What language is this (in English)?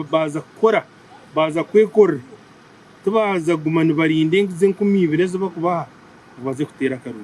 Nyankole